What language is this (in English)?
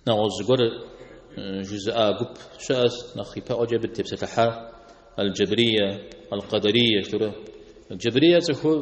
Kabardian